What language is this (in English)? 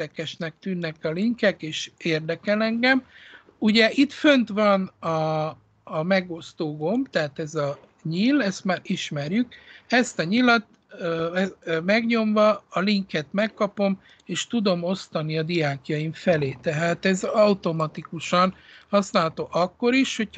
Hungarian